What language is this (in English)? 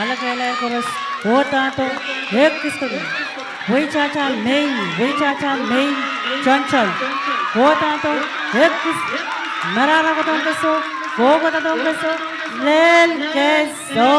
Pohnpeian